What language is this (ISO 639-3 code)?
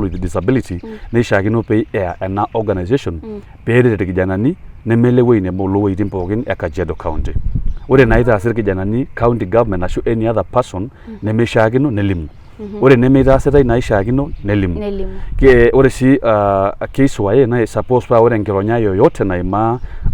mas